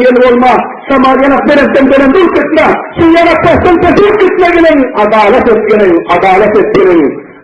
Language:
Turkmen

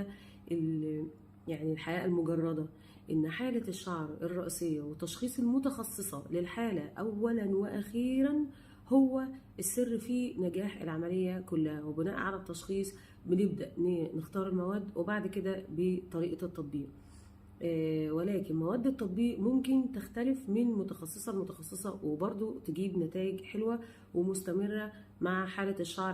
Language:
Egyptian Arabic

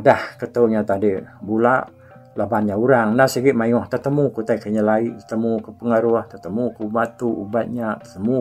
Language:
Iban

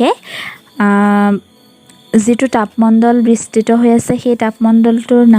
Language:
Assamese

